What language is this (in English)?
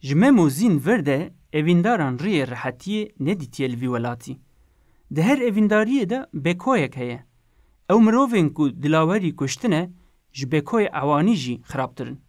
Kurdish